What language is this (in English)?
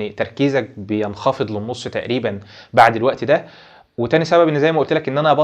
Egyptian Arabic